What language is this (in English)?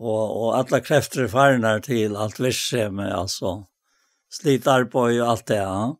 Faroese